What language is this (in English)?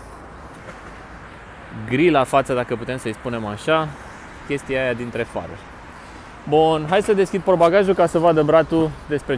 Romanian